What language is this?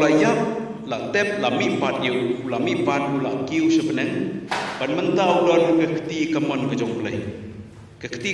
Khasi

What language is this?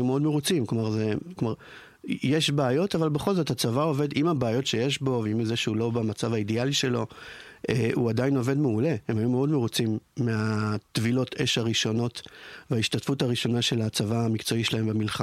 Hebrew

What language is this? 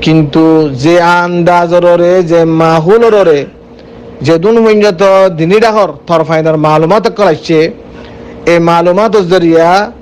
Rohingya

